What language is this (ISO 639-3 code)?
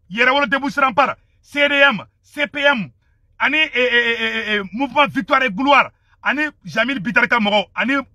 bam